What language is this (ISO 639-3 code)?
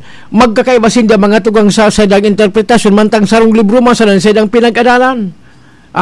bik